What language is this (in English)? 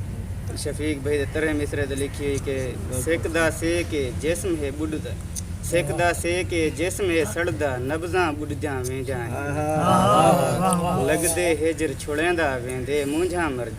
Saraiki